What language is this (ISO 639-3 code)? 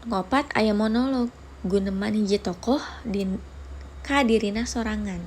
sun